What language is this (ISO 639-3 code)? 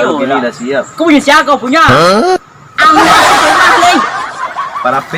min